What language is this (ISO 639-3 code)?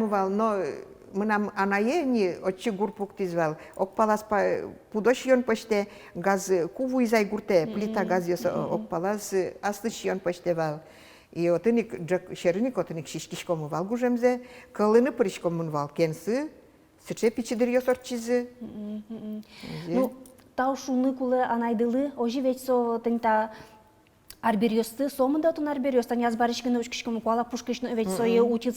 udm